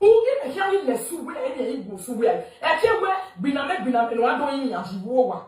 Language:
Nigerian Pidgin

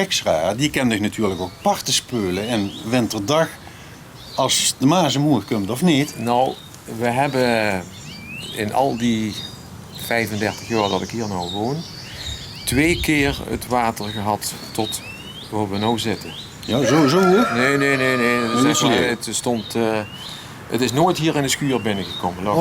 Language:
Limburgish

